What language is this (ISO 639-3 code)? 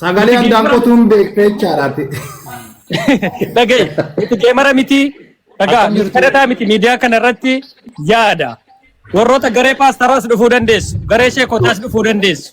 orm